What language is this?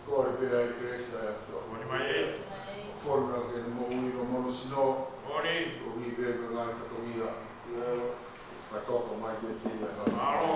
Tongan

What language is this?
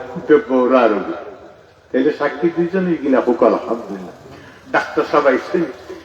Sylheti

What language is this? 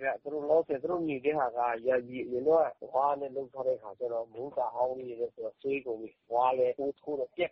Burmese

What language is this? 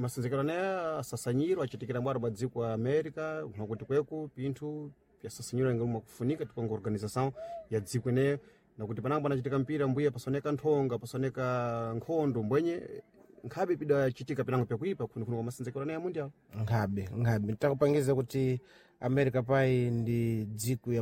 Sena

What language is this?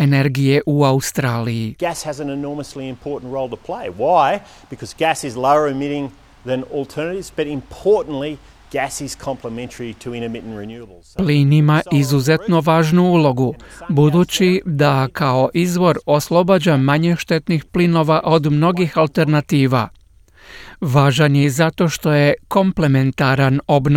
Croatian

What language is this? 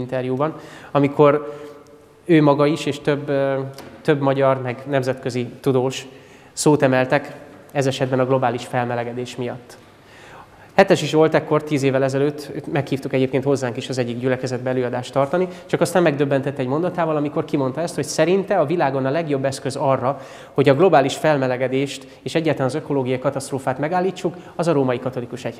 Hungarian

